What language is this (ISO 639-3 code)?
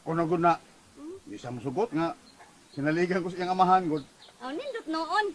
ceb